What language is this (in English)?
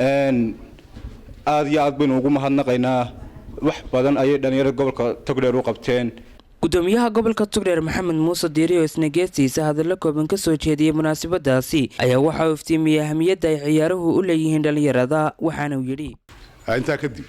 Somali